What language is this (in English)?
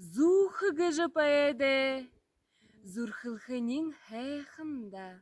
Buriat